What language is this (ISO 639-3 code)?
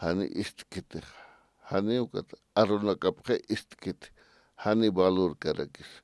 aym